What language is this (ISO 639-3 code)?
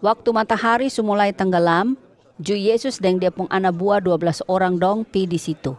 mkn